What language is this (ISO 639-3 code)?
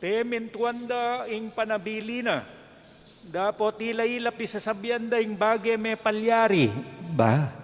pam